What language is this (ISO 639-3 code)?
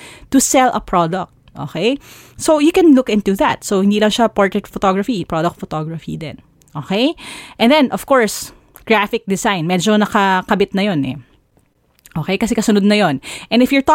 fil